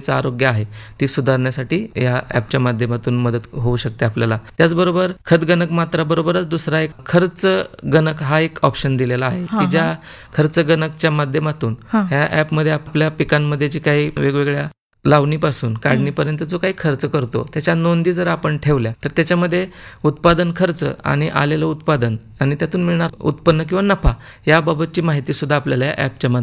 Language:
Marathi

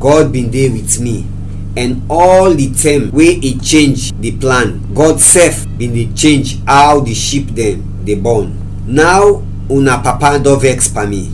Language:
Krio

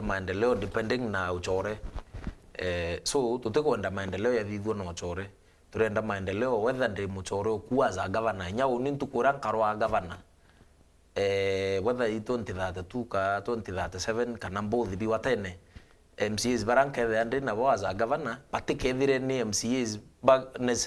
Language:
Meru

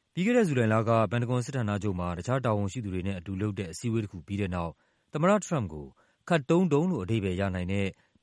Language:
Burmese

